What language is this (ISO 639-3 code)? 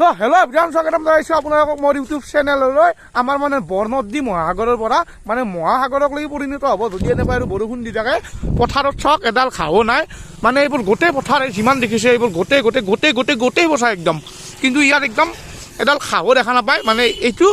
asm